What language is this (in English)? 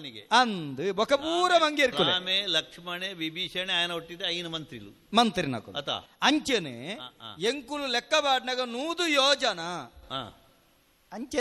Tulu